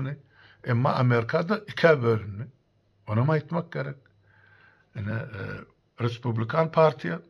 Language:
Turkmen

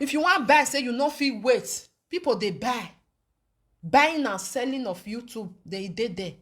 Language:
Nigerian Pidgin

